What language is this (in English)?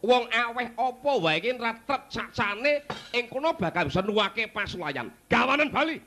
Javanese